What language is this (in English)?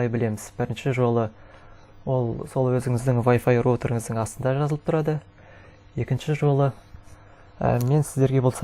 Kazakh